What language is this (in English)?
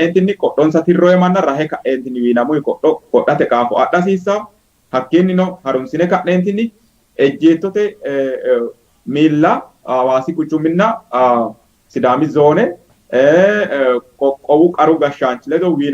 Sidamo